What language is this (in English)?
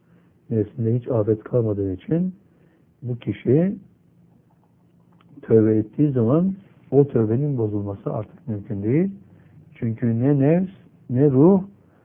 Turkish